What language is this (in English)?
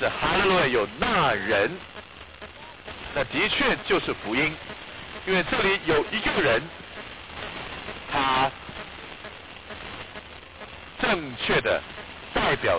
Chinese